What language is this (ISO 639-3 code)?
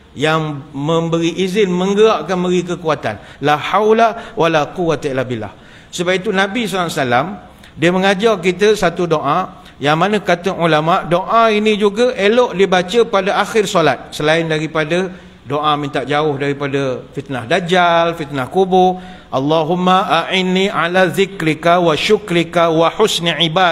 msa